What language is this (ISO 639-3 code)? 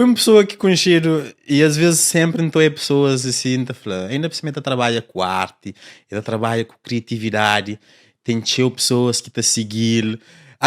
kea